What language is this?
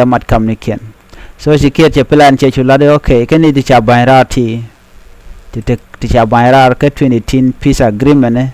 Nuer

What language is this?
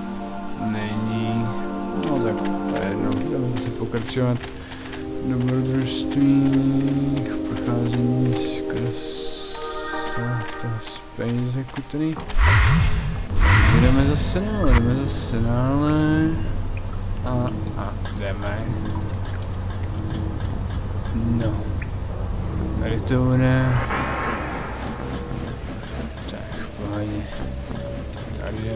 Czech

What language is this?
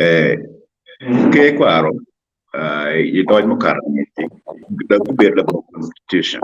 Acoli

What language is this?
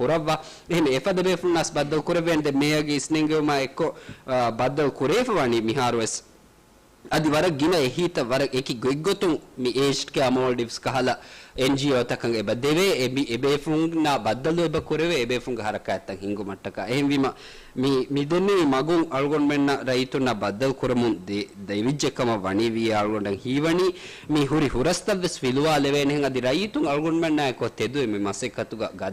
Divehi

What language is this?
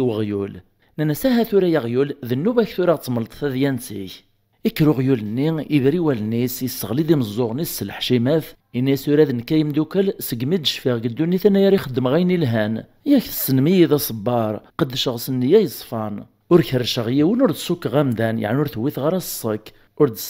Kabyle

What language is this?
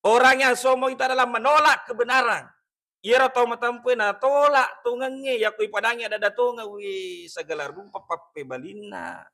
Buginese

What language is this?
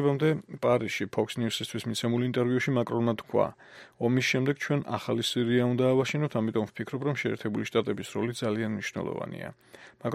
Georgian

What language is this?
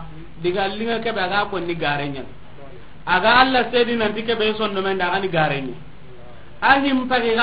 Soninke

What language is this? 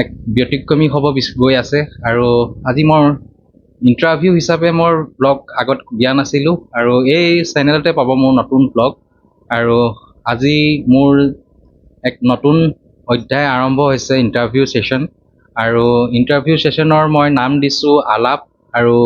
Assamese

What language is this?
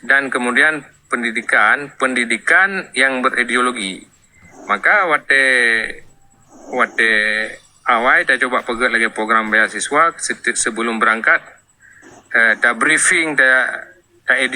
Achinese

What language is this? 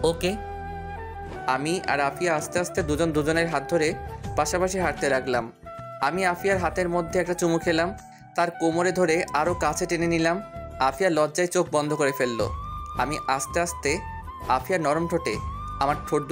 Bangla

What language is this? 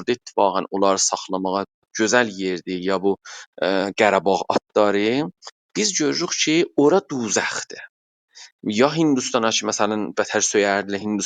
South Azerbaijani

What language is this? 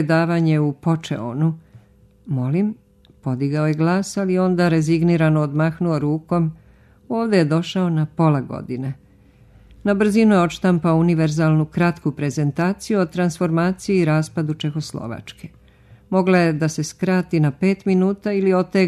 Serbian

